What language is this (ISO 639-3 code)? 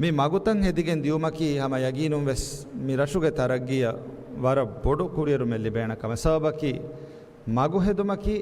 div